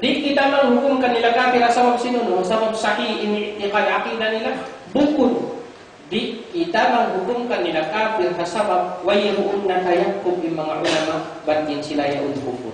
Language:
Tausug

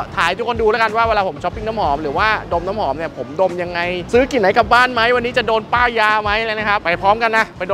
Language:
Thai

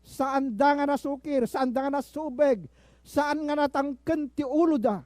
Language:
Iloko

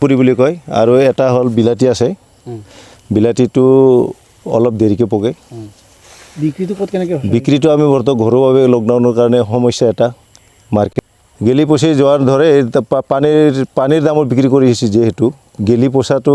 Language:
Assamese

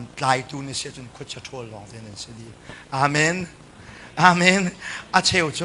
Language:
Hakha Chin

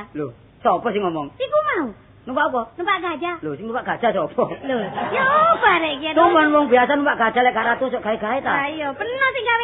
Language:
Javanese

